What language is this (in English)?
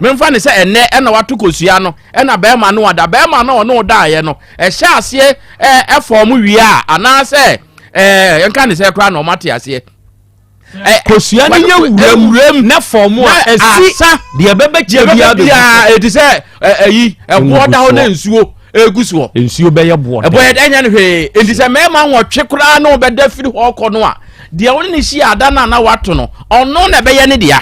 Akan